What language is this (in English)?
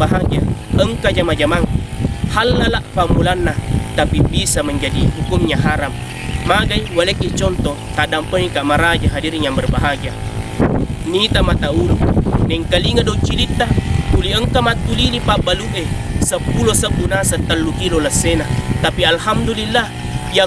Buginese